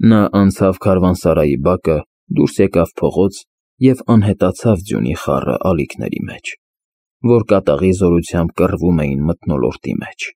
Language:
Armenian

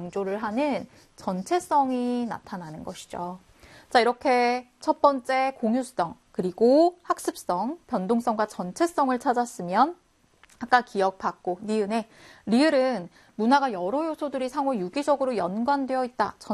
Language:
Korean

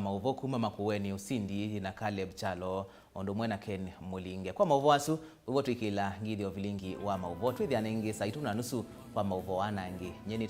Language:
Kamba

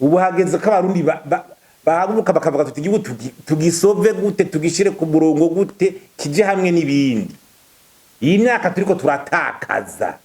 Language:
Rundi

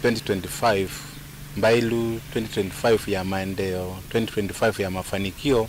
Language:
Kamba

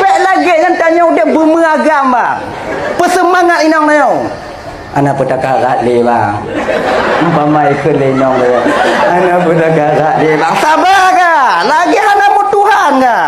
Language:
Achinese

